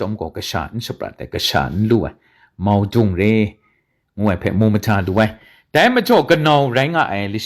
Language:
Kachin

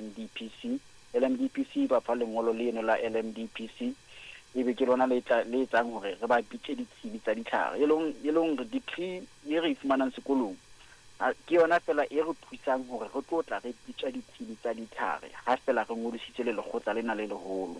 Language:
Southern Sotho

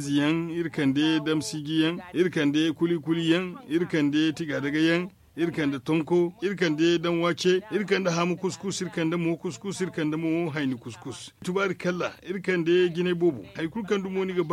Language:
Zarma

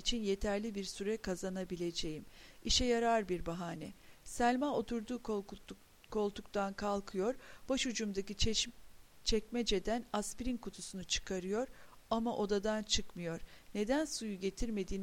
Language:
Turkish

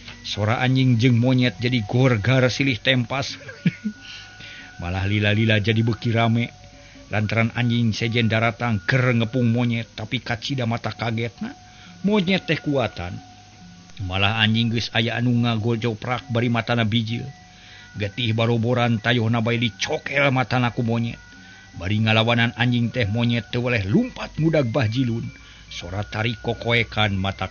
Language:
Sundanese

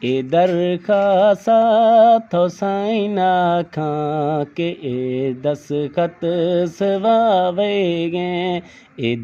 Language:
Eastern Balochi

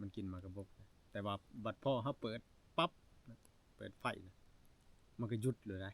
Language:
Northeastern Thai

